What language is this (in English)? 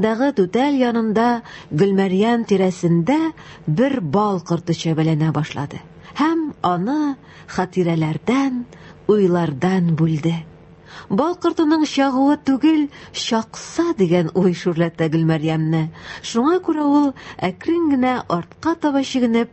Tatar